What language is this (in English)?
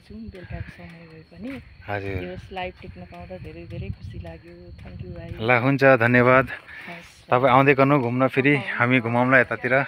Nepali